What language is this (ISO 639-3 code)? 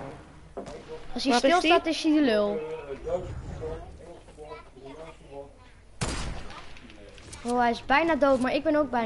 nld